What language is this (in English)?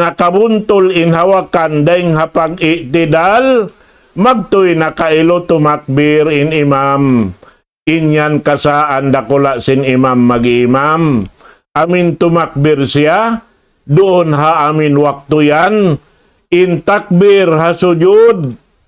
Tausug